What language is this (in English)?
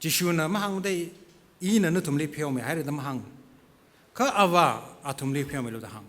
Tangkhul Naga (India)